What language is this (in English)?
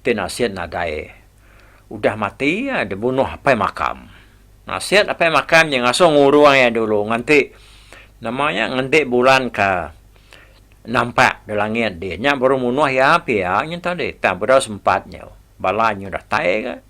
Iban